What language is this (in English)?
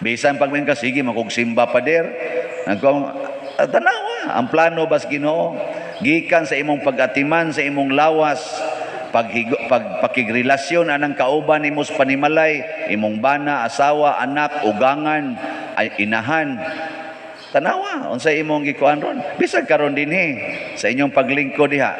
Cebuano